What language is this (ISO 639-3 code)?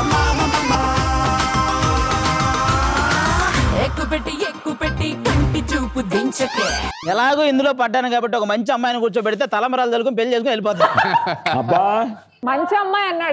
tel